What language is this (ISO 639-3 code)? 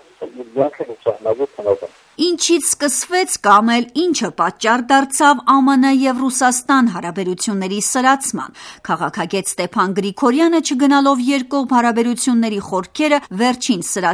hye